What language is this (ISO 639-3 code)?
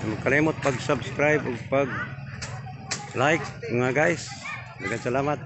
ceb